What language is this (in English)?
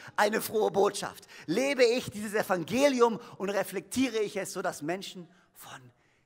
German